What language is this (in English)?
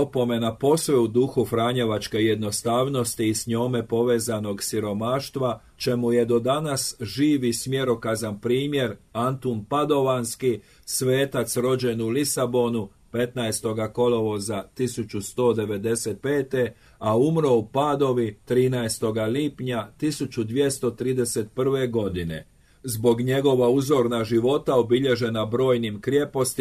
Croatian